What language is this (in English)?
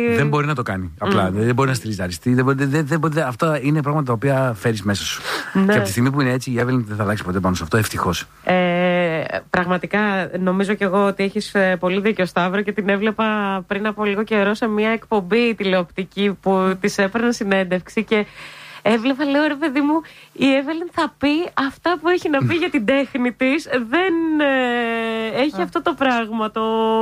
Greek